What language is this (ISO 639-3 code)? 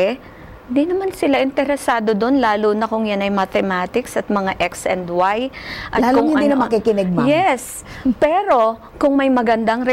fil